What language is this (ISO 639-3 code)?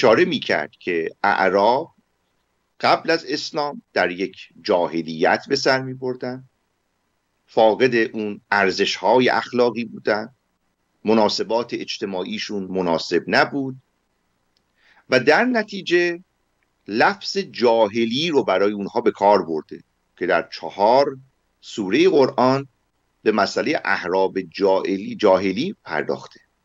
fas